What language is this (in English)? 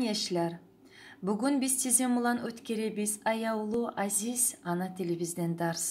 Kumyk